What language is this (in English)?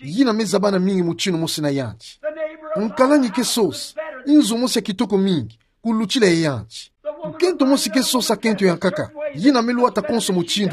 Kituba (Democratic Republic of Congo)